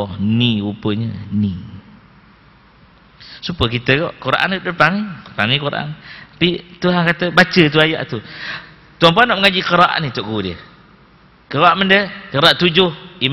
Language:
Malay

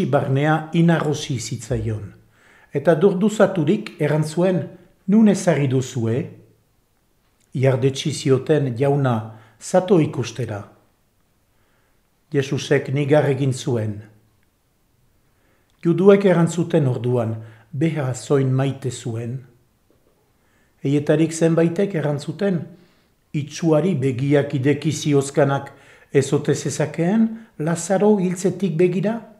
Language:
Basque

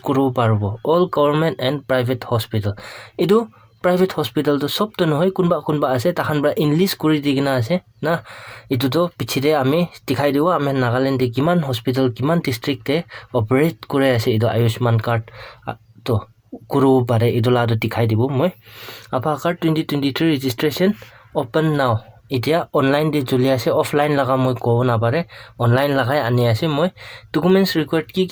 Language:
Naga Pidgin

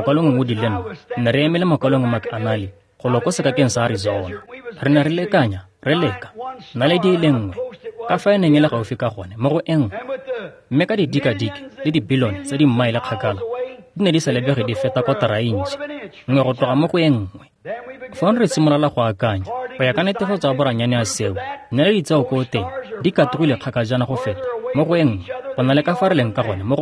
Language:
Tswana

